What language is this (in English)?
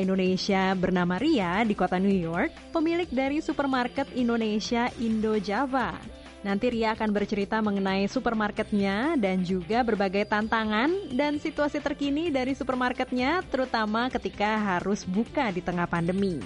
Indonesian